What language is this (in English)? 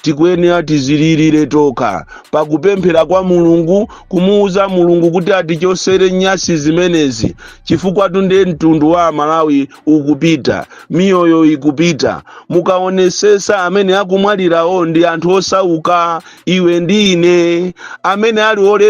Nyanja